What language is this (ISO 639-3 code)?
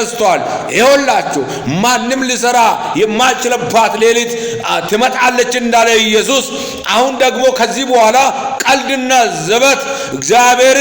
amh